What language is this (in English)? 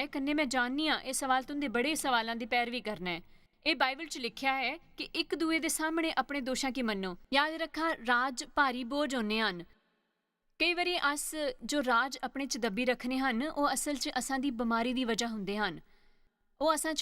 Dogri